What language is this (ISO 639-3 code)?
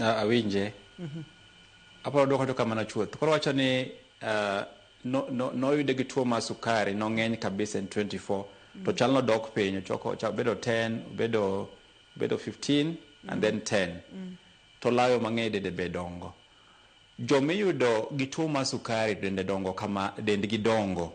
luo